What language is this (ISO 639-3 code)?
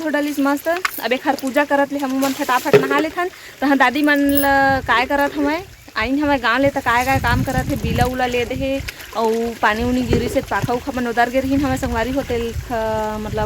hne